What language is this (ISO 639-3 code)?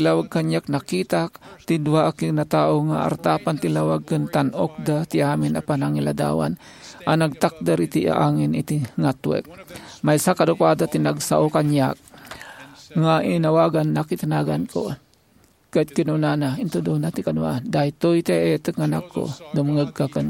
ilo